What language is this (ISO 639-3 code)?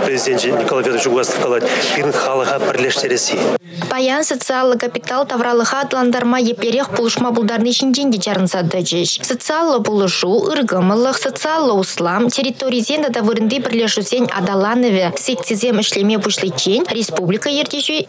chv